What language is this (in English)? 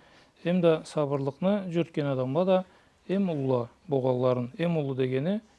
Karachay-Balkar